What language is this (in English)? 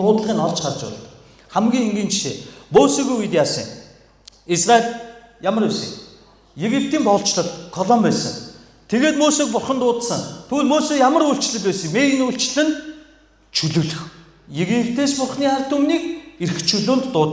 Mongolian